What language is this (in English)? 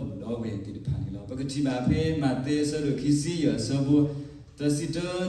S'gaw Karen